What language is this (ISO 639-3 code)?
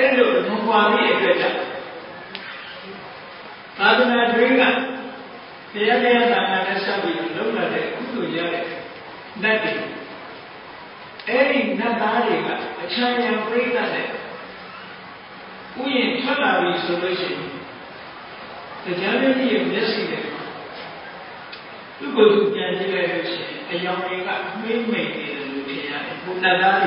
mya